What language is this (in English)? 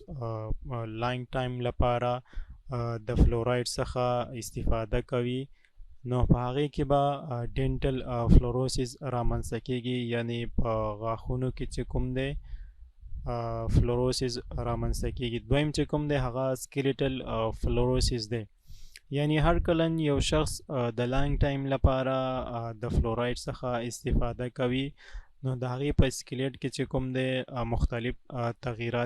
Pashto